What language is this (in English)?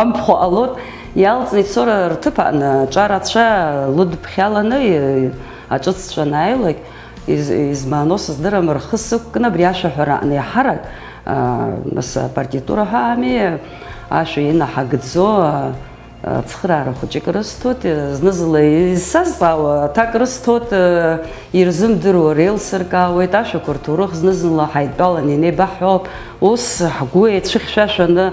Abkhazian